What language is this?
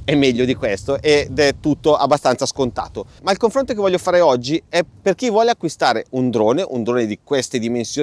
Italian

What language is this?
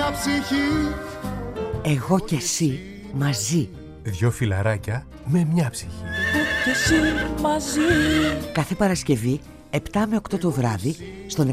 Greek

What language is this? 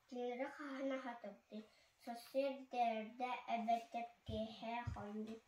Yakut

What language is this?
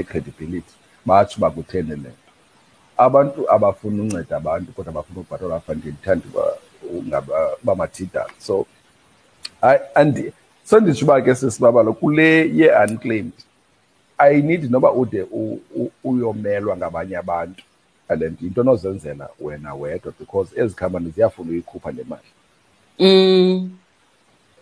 Xhosa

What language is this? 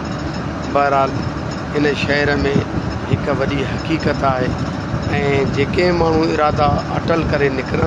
Sindhi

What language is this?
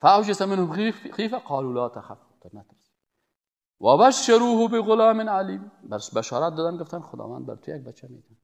Persian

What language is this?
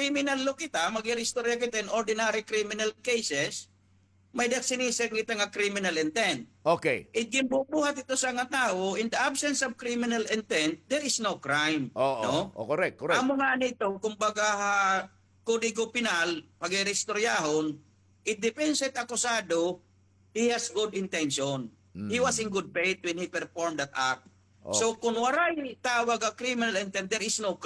Waray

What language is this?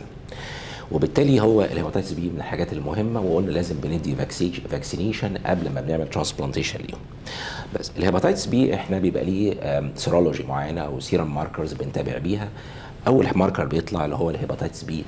Egyptian Arabic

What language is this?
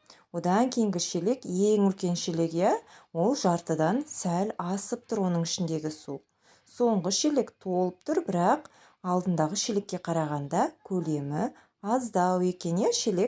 Kazakh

